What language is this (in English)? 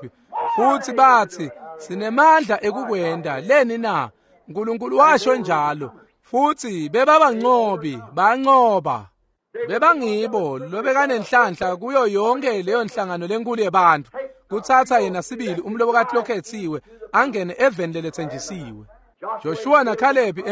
Swati